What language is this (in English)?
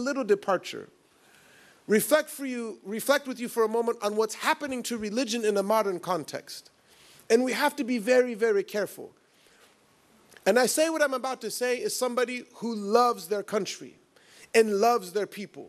English